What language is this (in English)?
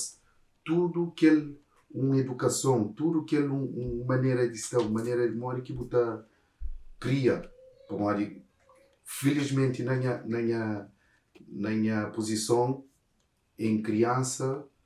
Kabuverdianu